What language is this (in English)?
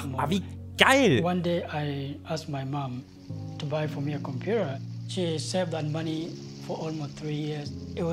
German